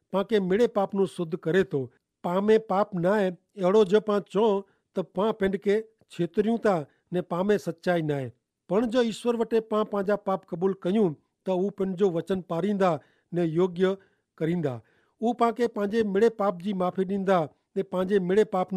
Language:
Kachhi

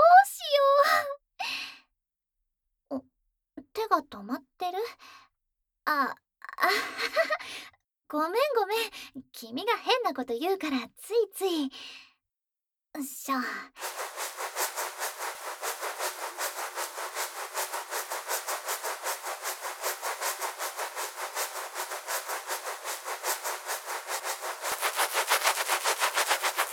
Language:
Japanese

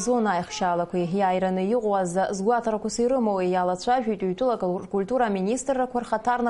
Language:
Abkhazian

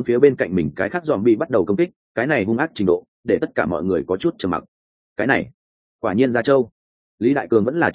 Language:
Vietnamese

